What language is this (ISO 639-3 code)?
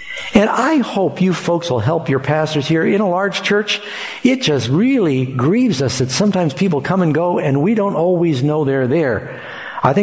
eng